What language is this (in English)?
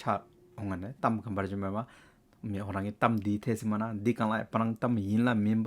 Hyolmo